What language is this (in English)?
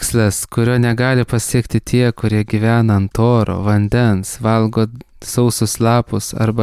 Lithuanian